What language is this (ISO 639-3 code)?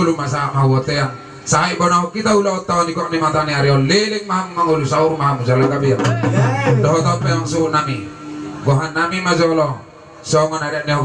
bbc